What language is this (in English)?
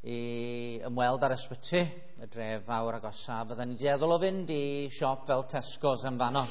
Welsh